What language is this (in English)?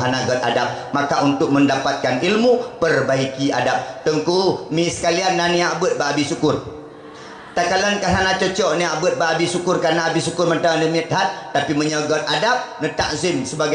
Achinese